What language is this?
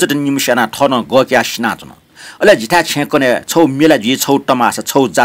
Newari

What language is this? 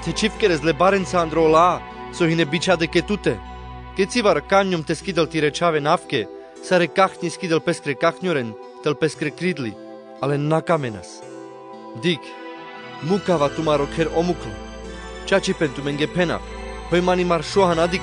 Carpathian Romani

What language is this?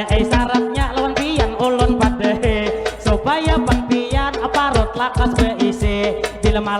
Banjar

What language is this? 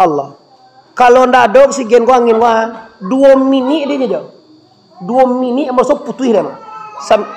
Minangkabau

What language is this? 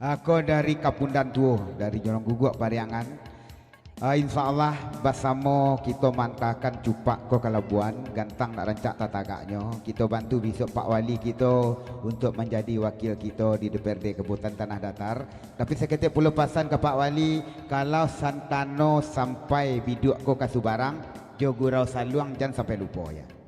Minangkabau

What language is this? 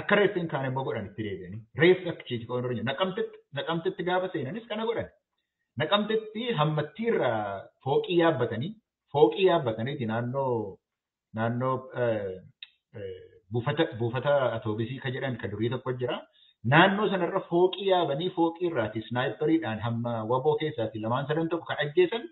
Oromo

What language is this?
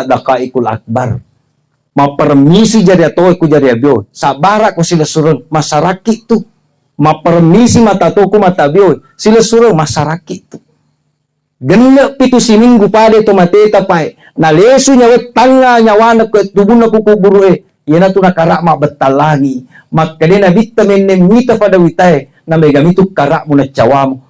Buginese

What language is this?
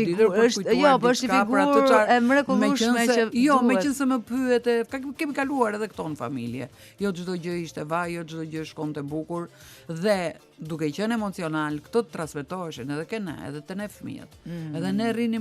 Albanian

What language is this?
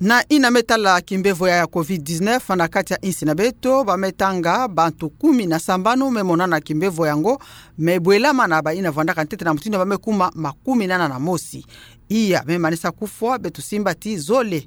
Kituba (Democratic Republic of Congo)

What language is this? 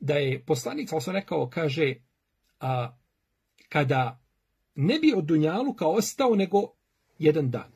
Bosnian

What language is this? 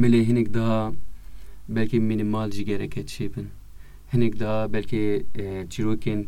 Kurdish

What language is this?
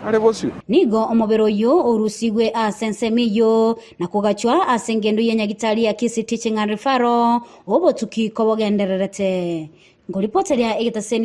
Gusii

